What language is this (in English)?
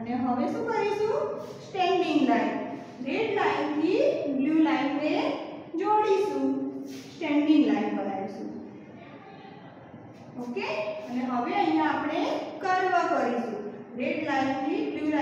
Gujarati